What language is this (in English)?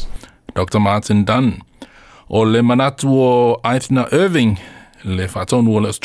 Samoan